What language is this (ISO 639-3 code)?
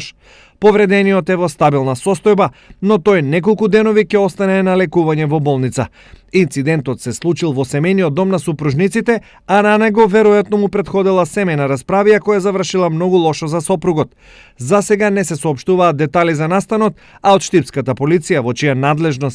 mkd